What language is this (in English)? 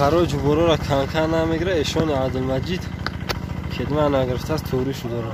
Tajik